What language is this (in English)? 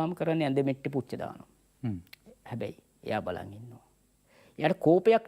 Sinhala